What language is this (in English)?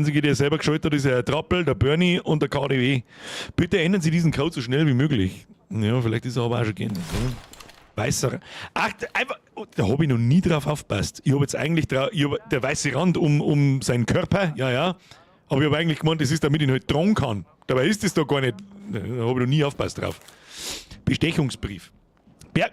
Bavarian